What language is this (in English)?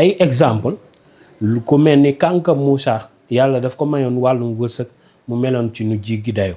Wolof